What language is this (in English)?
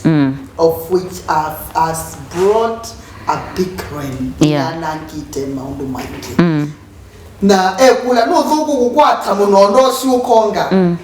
Kamba